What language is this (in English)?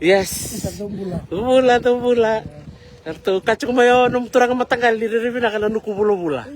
Fijian